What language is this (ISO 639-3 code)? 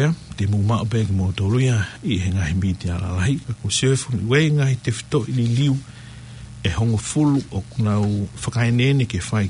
ton